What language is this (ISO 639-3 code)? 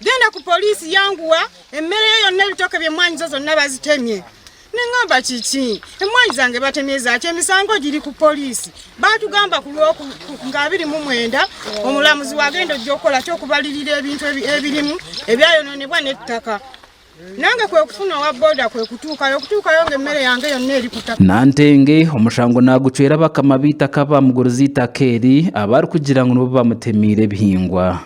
nyn